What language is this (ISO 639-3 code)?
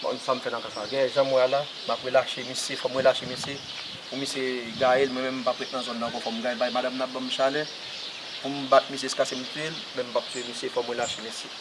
hat